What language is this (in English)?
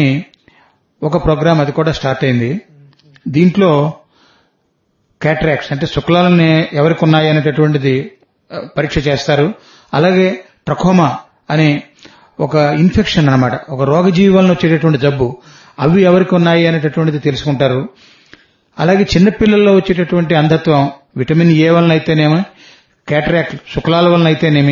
Telugu